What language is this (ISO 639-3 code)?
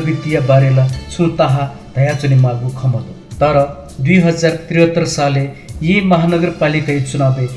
new